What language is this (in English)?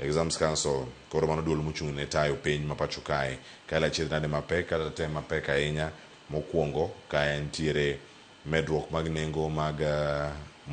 Luo (Kenya and Tanzania)